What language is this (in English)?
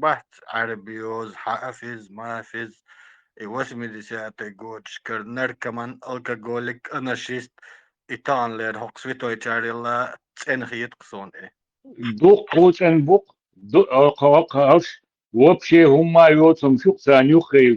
Chechen